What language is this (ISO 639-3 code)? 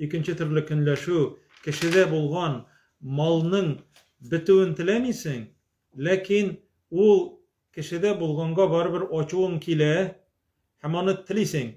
tat